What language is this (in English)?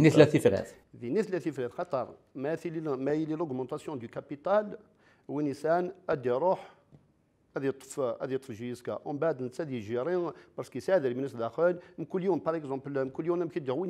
Kabyle